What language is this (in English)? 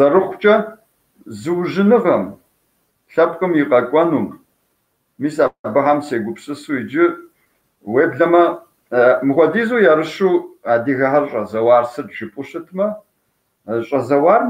Kabardian